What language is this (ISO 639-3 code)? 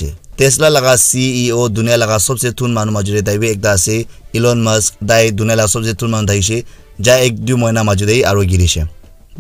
nag